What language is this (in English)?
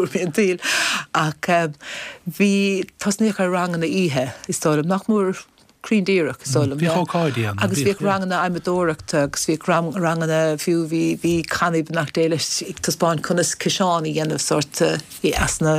Irish